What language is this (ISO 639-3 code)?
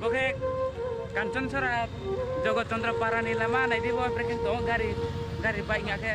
trp